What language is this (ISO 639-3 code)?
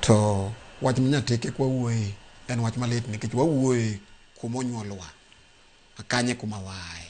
luo